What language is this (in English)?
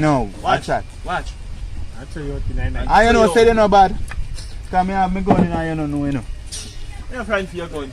Jamaican Creole English